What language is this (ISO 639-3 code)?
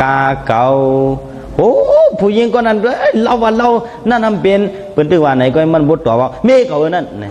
shn